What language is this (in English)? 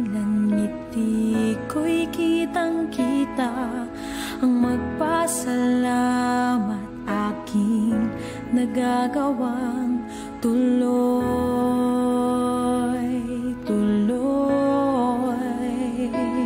Filipino